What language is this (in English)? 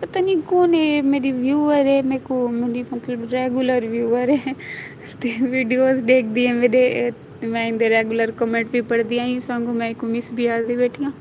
Saraiki